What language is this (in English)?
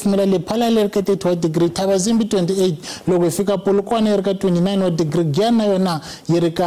Tsonga